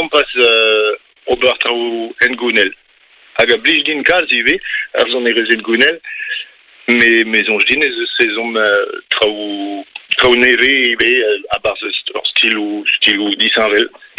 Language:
Breton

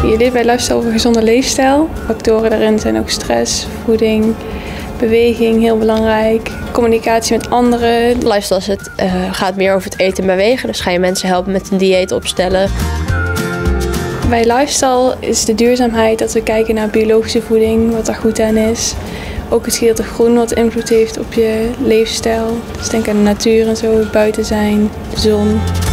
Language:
Dutch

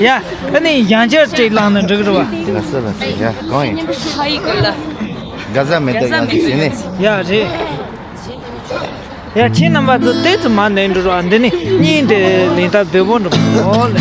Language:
Tibetan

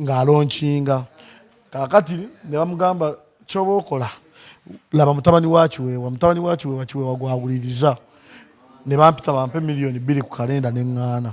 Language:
Ganda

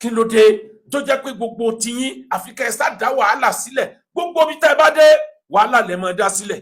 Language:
Yoruba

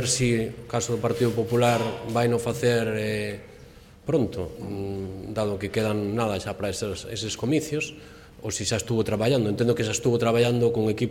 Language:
Galician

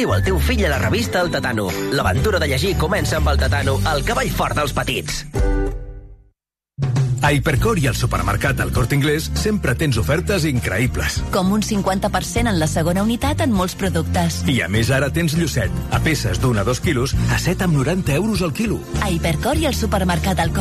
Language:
Catalan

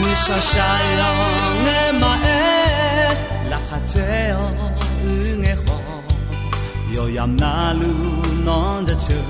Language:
Akha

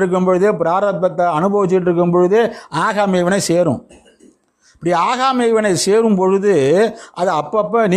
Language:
Tamil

